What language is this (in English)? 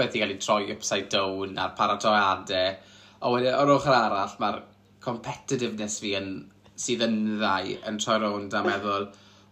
Welsh